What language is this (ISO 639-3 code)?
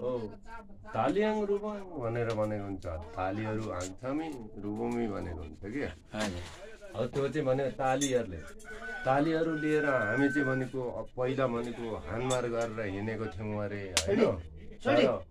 nep